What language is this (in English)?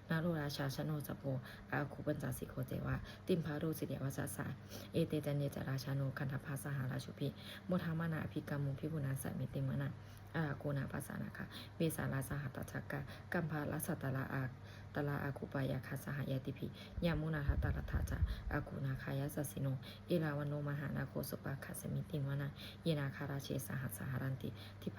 Pali